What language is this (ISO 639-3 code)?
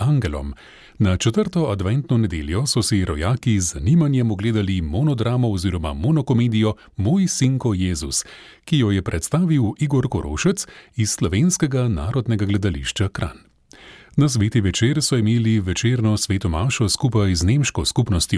slv